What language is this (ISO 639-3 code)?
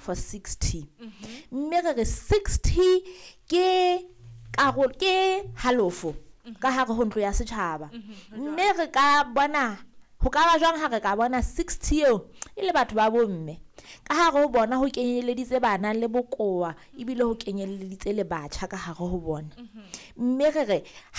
sot